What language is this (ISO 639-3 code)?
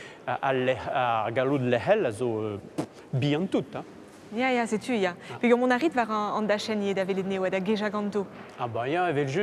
bre